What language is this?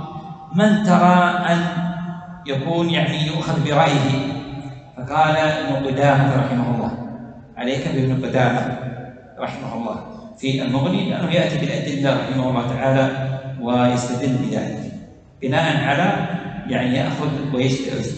Arabic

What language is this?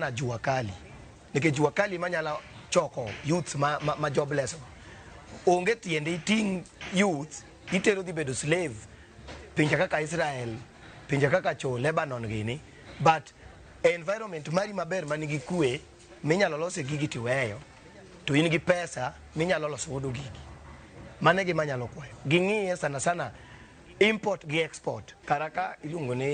Luo (Kenya and Tanzania)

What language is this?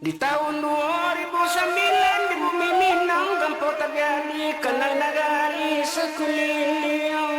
Minangkabau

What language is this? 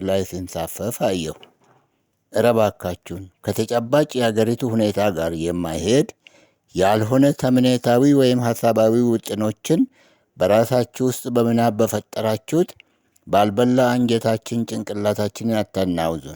Amharic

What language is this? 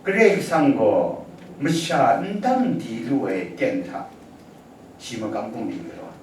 Kachin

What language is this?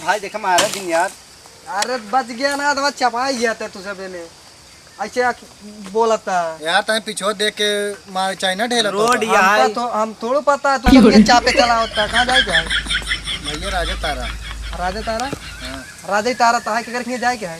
Awadhi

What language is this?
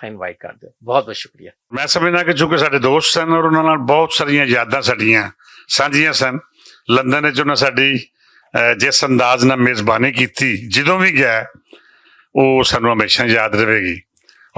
Western Panjabi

